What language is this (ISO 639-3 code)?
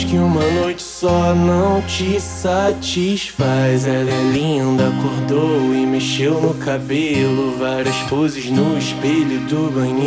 por